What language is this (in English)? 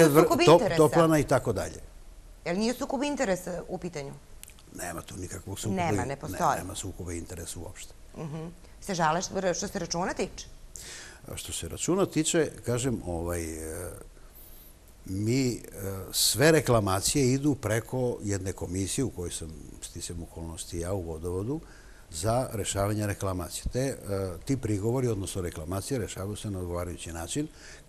Serbian